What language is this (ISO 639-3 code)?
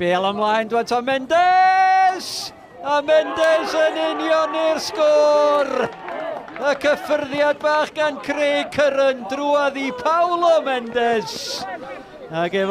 cym